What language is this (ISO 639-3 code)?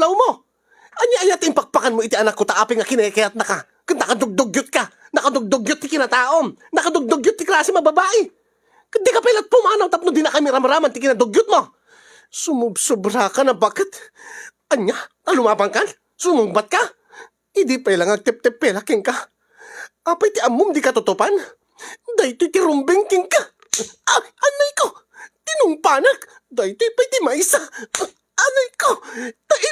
ilo